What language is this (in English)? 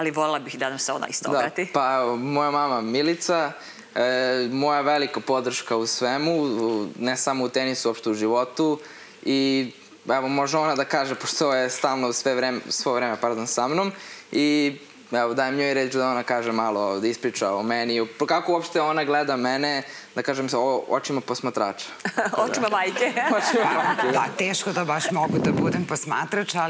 Serbian